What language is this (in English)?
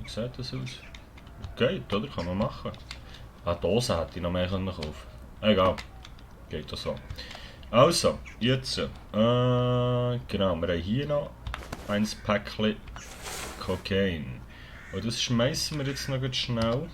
Swiss German